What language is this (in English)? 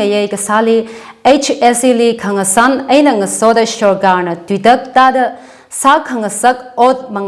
Tangkhul Naga (India)